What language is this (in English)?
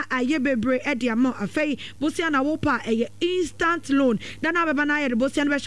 Akan